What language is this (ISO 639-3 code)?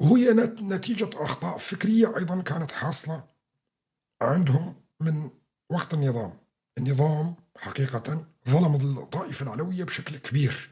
apc